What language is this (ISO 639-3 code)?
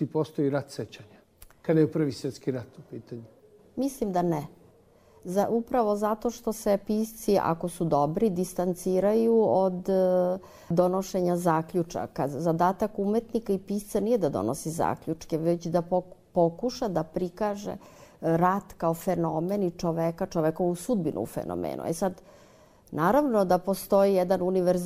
srp